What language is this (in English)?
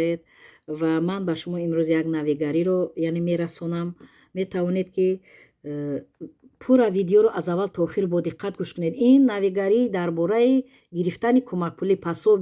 Tajik